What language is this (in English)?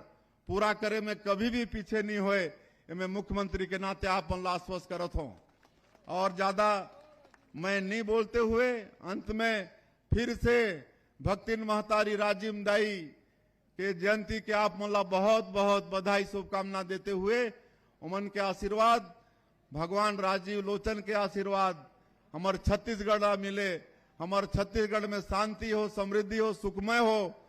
Chhattisgarhi